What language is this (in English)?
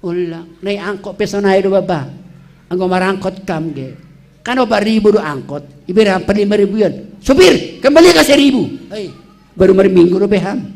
Batak Simalungun